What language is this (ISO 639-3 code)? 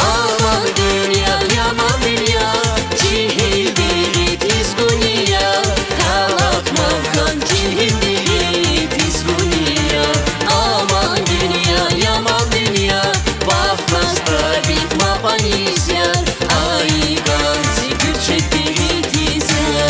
tab